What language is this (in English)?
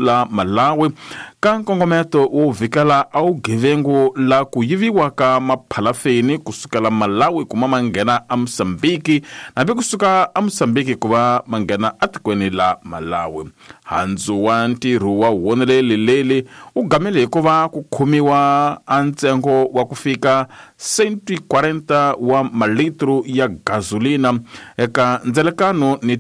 Tsonga